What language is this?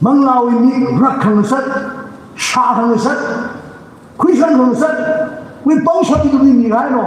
Tangkhul Naga (India)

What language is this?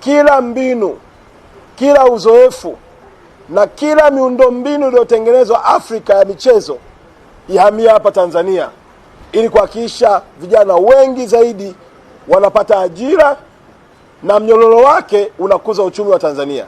Swahili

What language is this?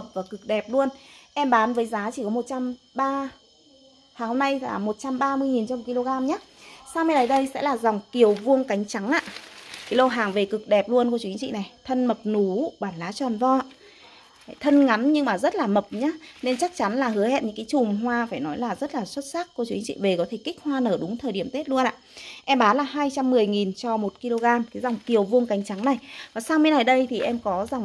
Vietnamese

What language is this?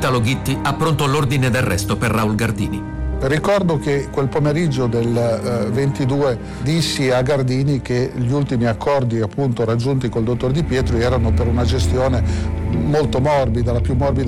Italian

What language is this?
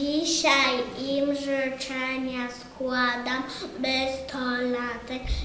Polish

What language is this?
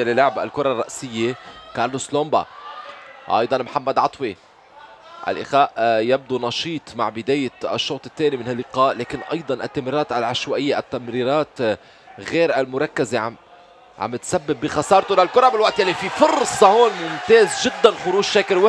North Levantine Arabic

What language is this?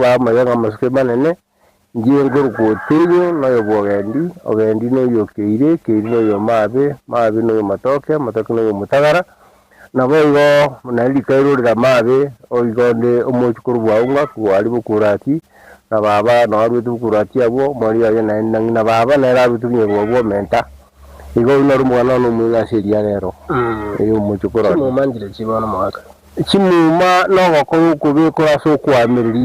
Gusii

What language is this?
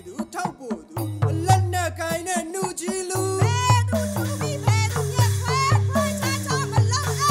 Burmese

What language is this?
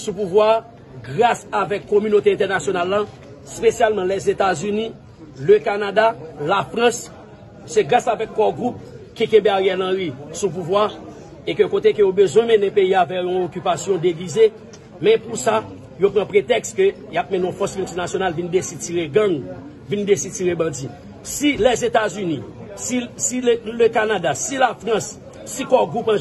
Haitian Creole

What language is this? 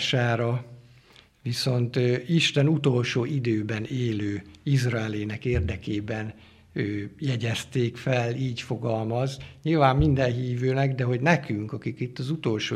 Hungarian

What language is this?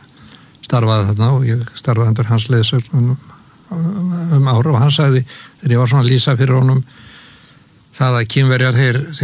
Icelandic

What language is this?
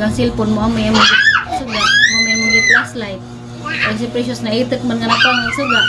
Cebuano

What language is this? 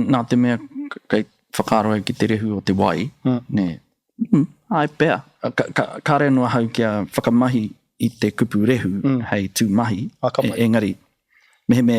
Māori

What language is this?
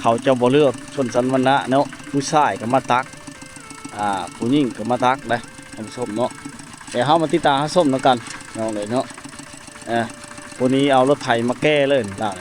Lao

